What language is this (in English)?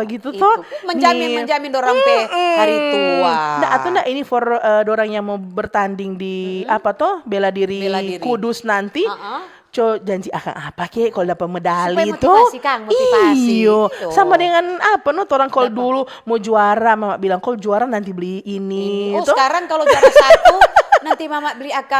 Manado Malay